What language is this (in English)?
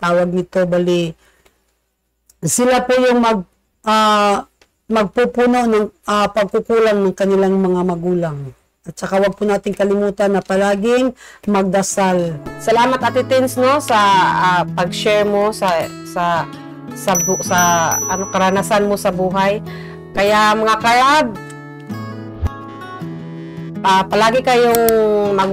Filipino